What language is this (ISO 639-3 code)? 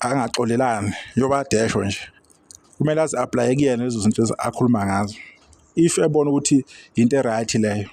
zul